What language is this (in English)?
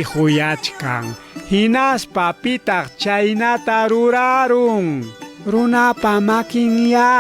Ayacucho Quechua